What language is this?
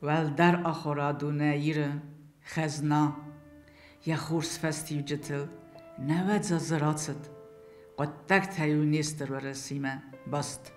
Ossetic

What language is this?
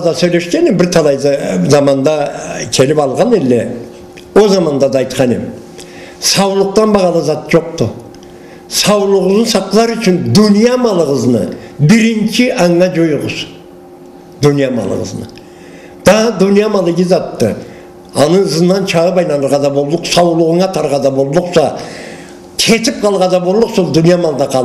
Karachay-Balkar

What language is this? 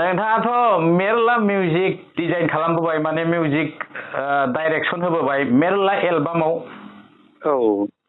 Bodo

